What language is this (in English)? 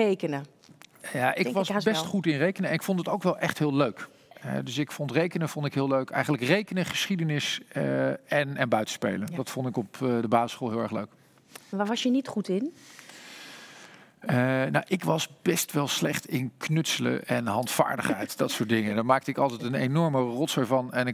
Dutch